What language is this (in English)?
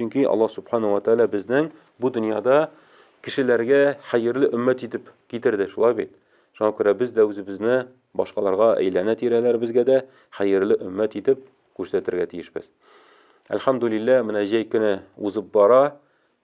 Tatar